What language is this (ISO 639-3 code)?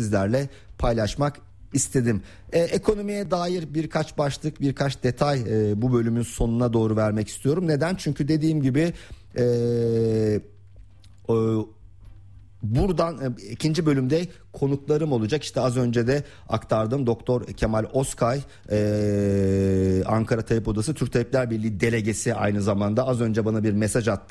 tur